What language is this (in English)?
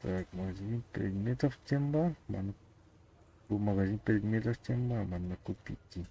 Yakut